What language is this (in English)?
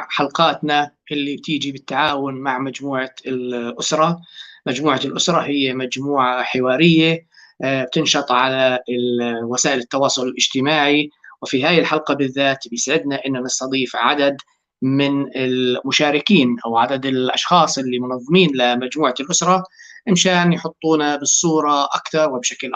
North Levantine Arabic